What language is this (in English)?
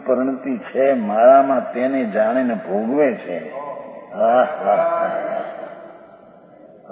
Gujarati